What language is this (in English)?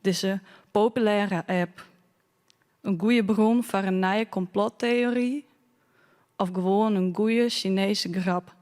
Western Frisian